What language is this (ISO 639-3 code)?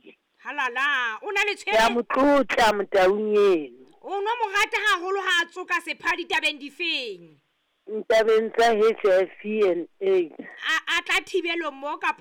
sot